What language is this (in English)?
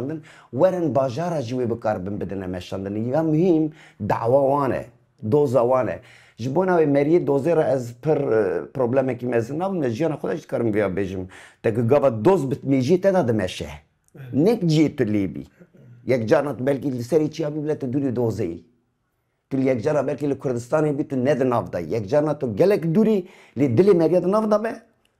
Kurdish